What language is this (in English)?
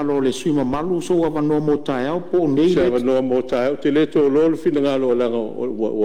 Samoan